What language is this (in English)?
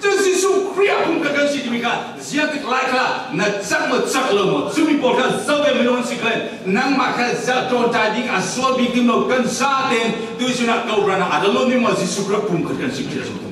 Falam Chin